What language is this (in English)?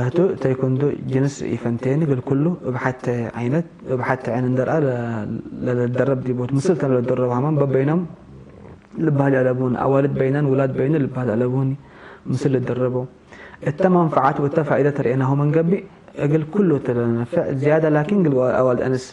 Tigre